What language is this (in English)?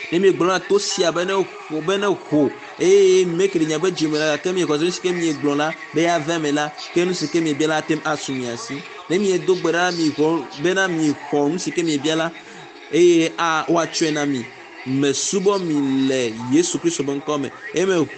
Ewe